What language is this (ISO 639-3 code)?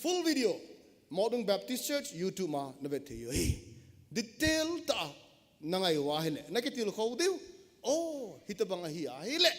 tcz